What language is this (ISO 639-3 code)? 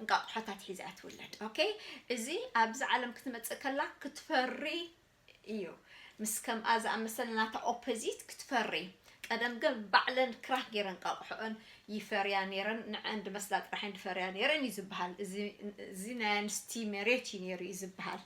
tir